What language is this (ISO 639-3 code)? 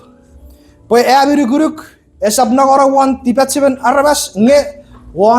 chk